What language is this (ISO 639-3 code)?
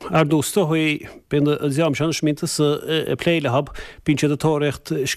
gle